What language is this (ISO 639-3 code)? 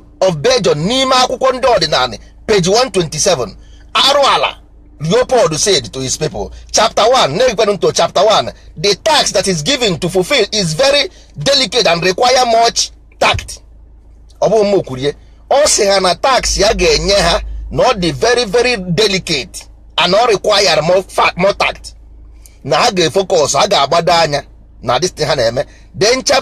ibo